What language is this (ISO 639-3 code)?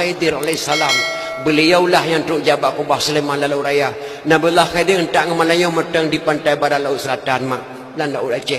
ace